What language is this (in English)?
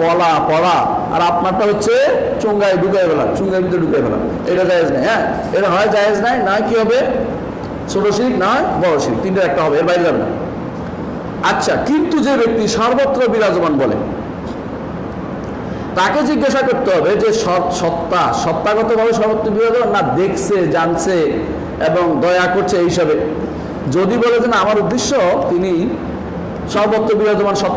Bangla